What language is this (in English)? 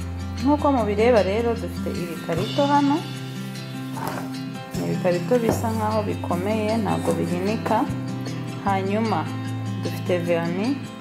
Kinyarwanda